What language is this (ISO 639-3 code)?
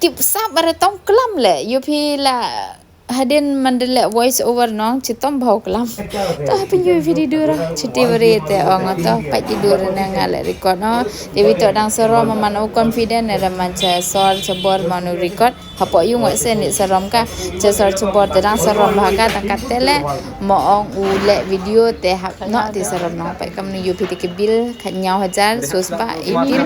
pbv